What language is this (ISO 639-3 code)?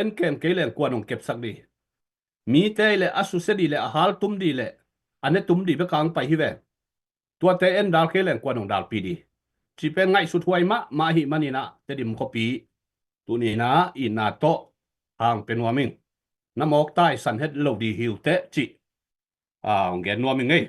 ctd